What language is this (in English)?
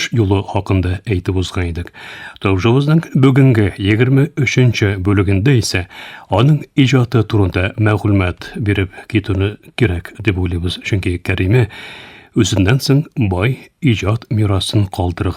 Tatar